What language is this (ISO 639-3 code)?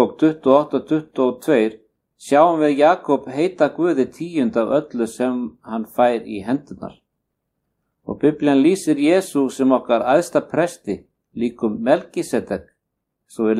isl